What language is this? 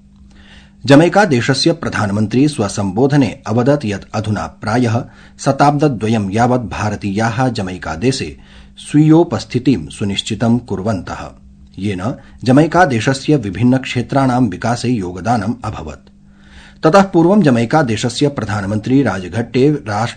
Sanskrit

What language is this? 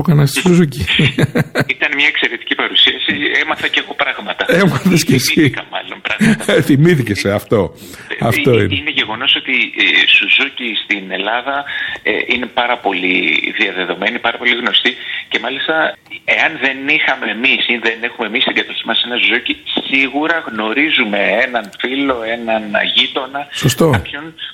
Greek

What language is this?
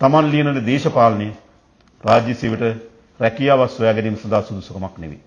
Sinhala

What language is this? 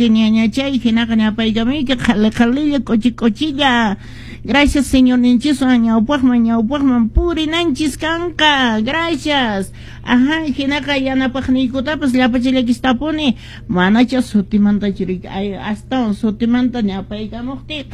Quechua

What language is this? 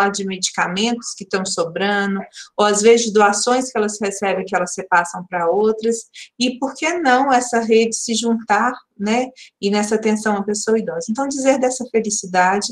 Portuguese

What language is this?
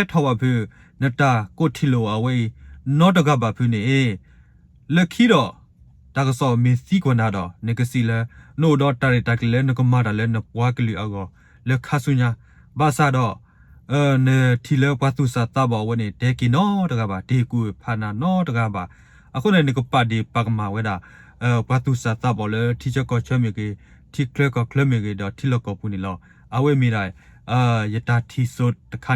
S'gaw Karen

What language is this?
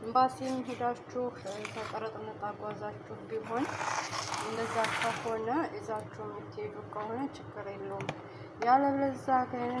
Amharic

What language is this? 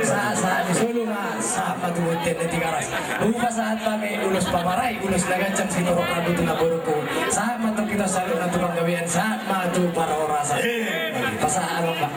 Batak Toba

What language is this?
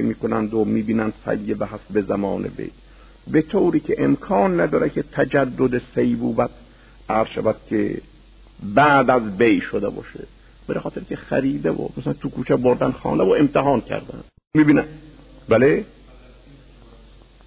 Persian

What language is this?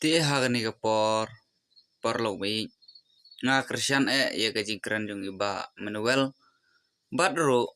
Khasi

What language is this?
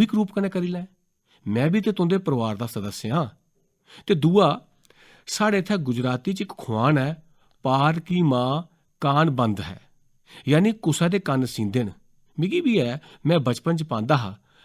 Dogri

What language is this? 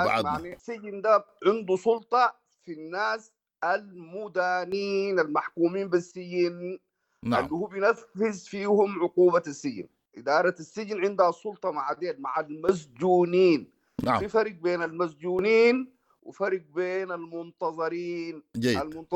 Sudanese Arabic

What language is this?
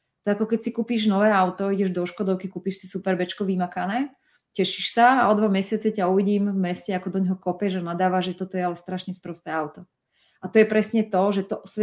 Slovak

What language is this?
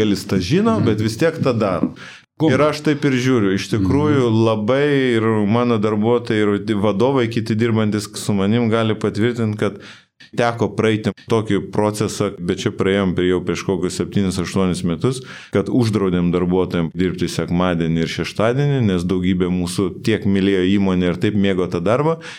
Lithuanian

